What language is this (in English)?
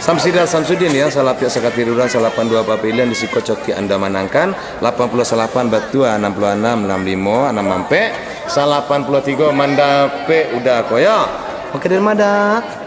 Minangkabau